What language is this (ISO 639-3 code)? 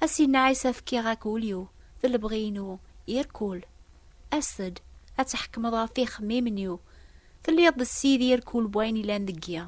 kab